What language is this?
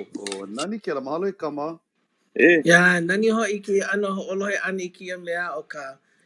Hawaiian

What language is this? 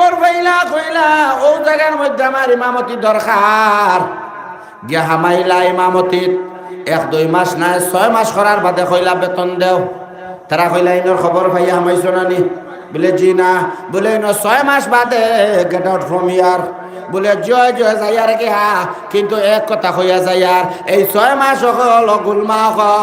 Sylheti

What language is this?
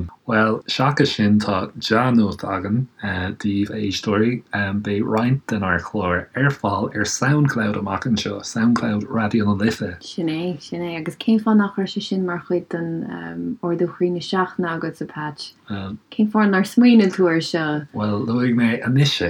Irish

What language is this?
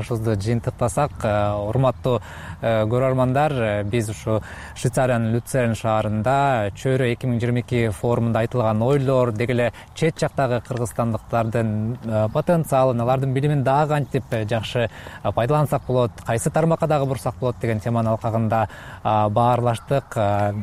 Kyrgyz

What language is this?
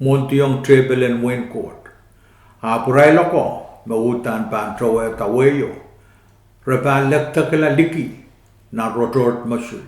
Pohnpeian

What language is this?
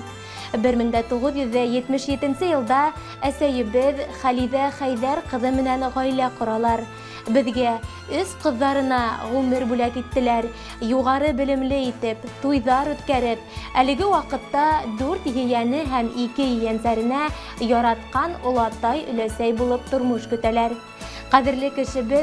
Bashkir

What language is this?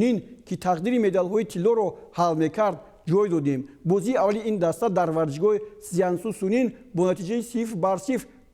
Tajik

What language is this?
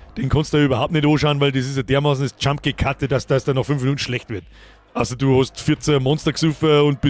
Bavarian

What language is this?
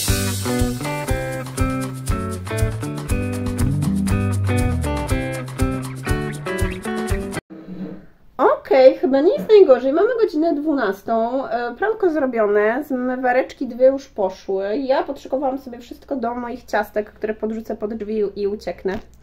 Polish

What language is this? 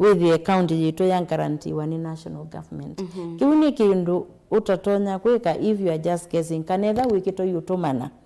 Kamba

